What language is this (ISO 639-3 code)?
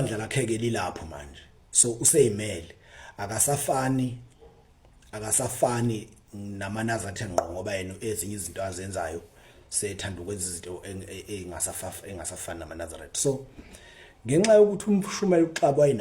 zul